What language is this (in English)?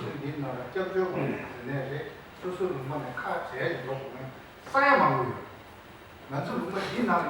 Tibetan